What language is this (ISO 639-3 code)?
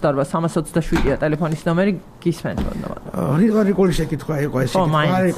kat